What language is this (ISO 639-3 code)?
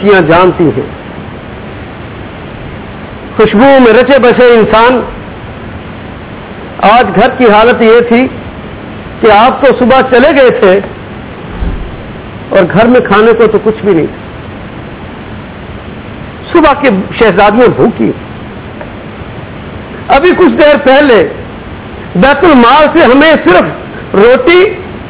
urd